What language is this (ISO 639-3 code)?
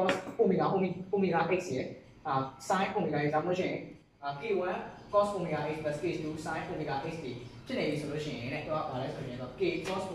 mya